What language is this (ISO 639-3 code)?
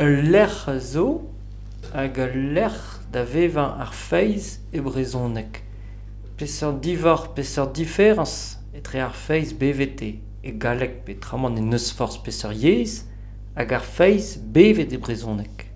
bre